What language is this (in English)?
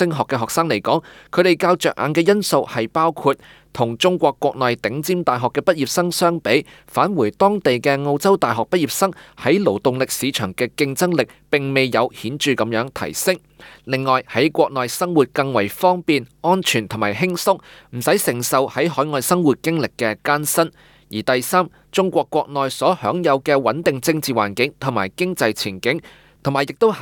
Cantonese